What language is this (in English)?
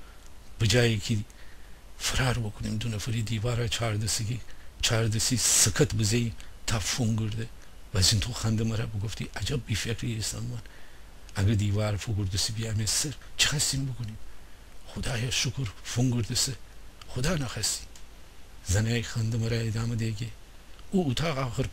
Gilaki